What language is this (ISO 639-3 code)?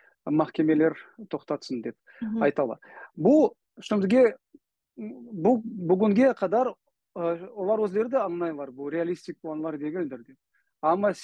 crh